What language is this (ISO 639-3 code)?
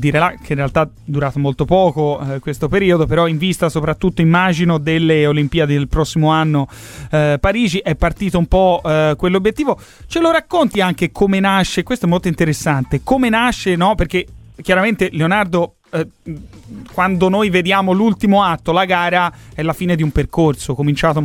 ita